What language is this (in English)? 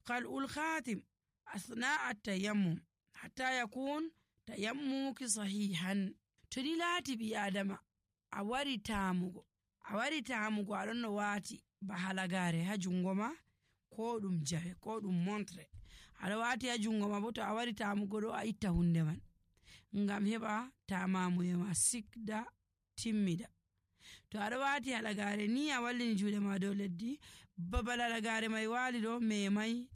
Nigerian Fulfulde